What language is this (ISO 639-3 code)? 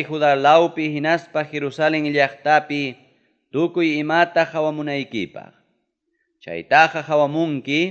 quy